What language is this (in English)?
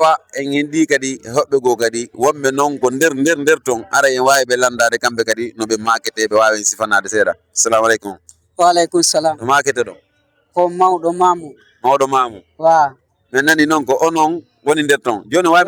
Fula